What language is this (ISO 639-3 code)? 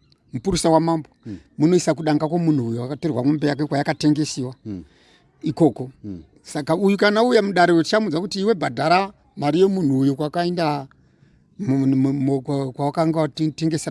sna